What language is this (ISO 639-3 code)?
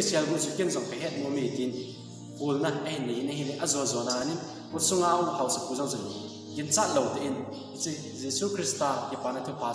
tcz